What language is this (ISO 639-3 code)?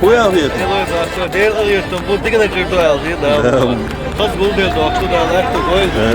che